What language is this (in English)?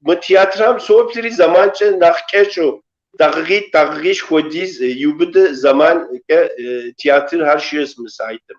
Kabardian